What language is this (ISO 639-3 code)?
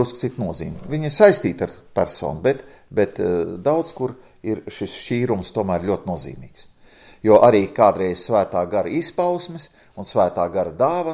lav